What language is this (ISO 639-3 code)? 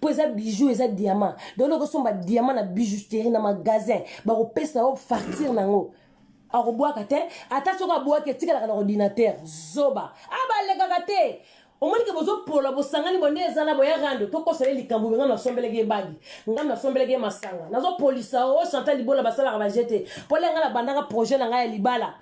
lin